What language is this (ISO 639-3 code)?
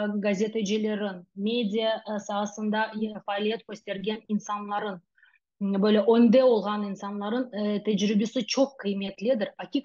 crh